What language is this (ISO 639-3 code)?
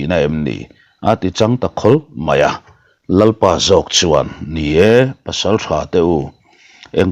lus